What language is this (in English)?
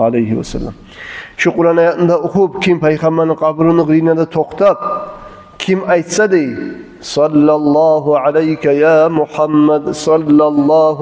Kumyk